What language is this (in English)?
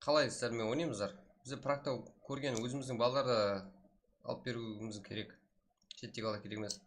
Kara-Kalpak